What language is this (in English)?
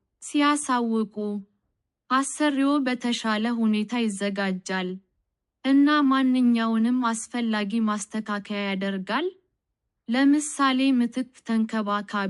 Amharic